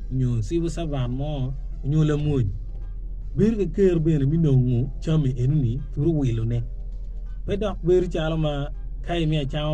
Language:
Acoli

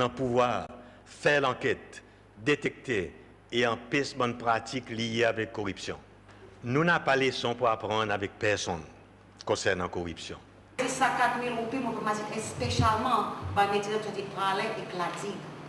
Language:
Seselwa Creole French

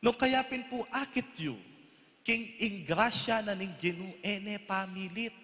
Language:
Pampanga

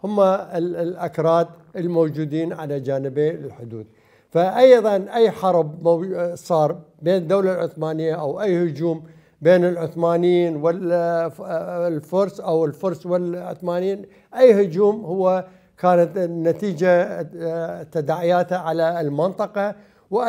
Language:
Mesopotamian Arabic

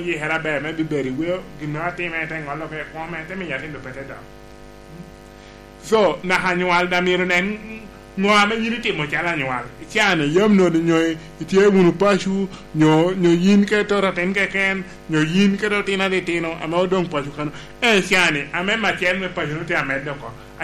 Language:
Lango (Uganda)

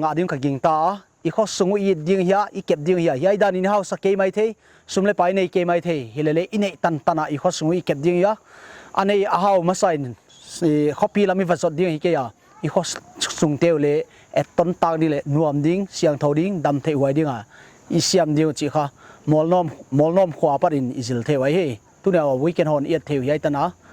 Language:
Paite Chin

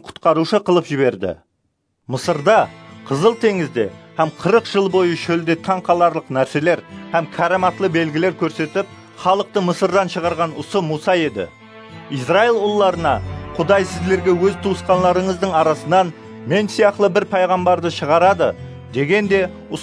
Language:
Kara-Kalpak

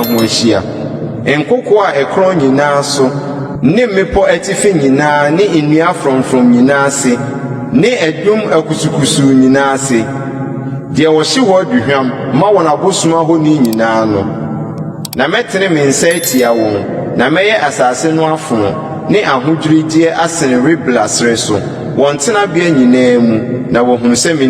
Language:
Akan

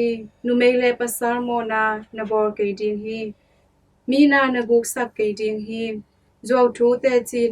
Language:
Tedim Chin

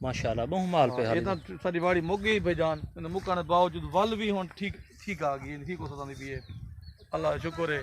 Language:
Saraiki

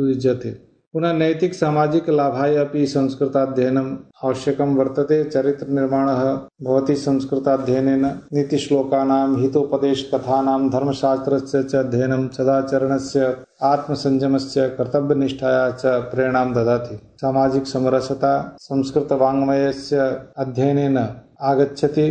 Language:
Sanskrit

